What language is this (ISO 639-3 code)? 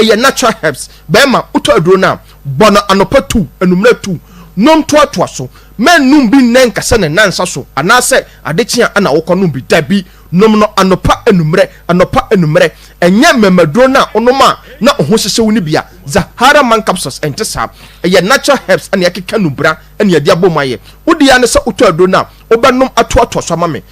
aka